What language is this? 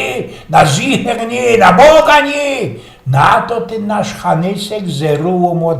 Silesian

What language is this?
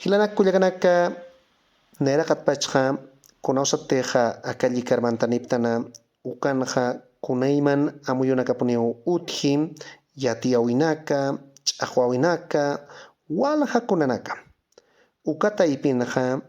Aymara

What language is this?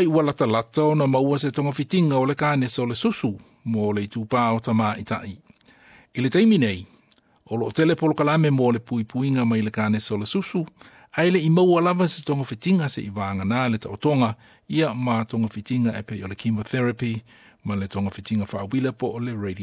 Samoan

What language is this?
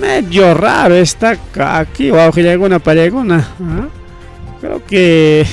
Ayacucho Quechua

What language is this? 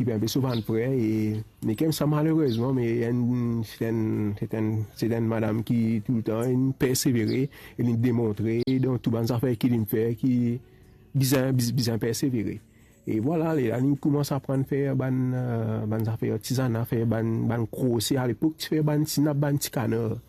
Morisyen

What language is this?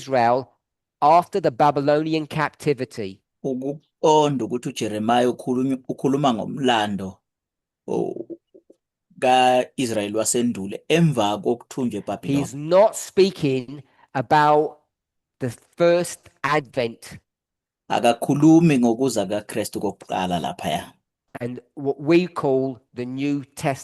Zulu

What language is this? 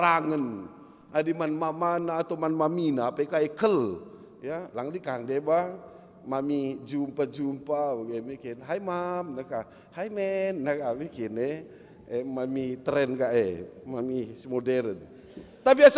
Batak Karo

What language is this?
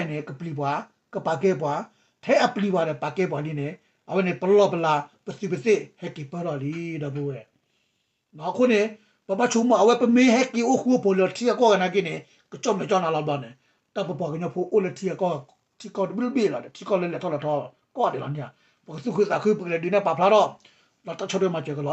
S'gaw Karen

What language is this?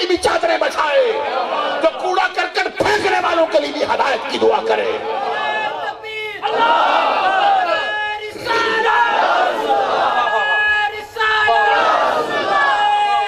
Urdu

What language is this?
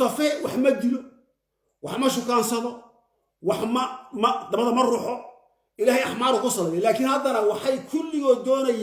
Somali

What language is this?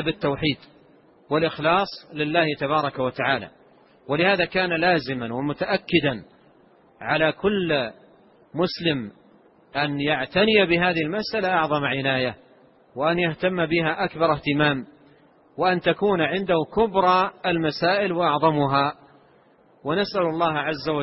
Arabic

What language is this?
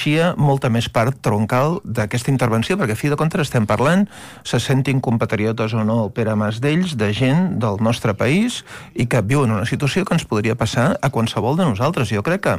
Catalan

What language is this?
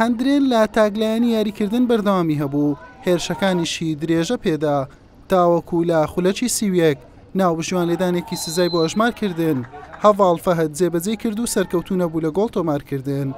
Central Kurdish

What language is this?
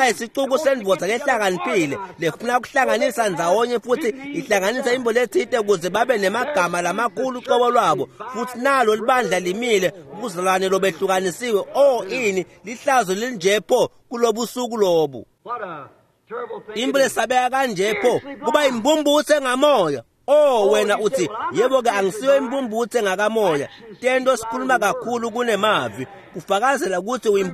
Swati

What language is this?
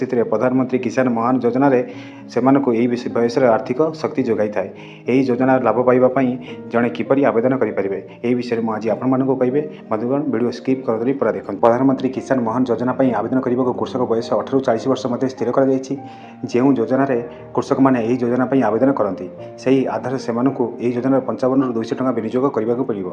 Odia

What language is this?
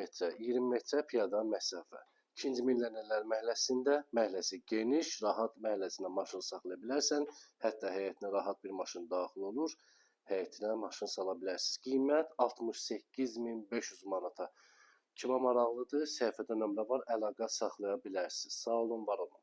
Azerbaijani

